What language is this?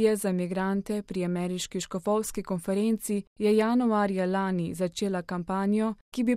Slovenian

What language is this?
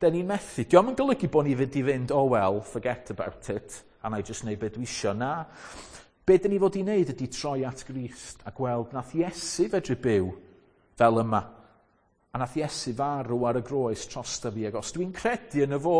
Welsh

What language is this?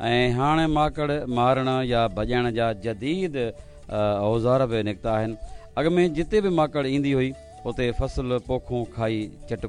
Sindhi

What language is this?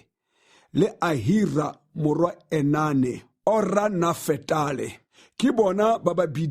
Tswana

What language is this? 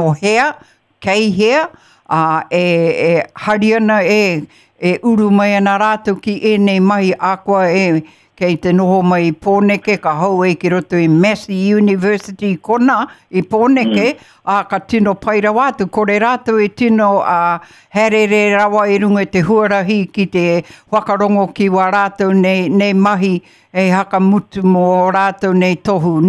Māori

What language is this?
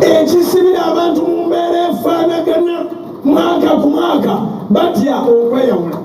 Ganda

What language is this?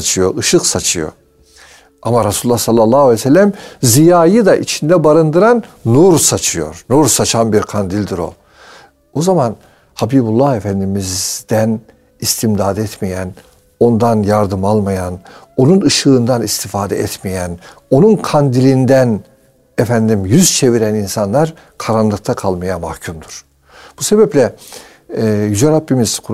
Turkish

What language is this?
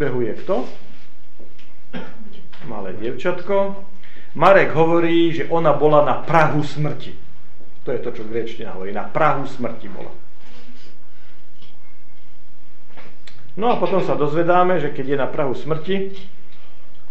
Slovak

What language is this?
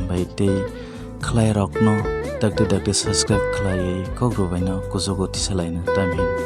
Kok Borok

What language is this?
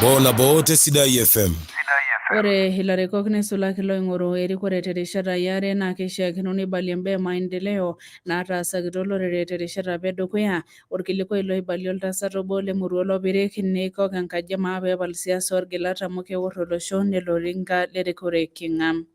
Masai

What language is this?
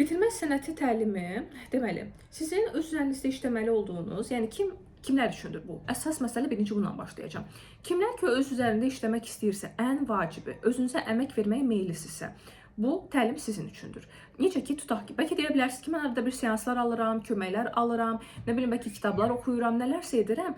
Azerbaijani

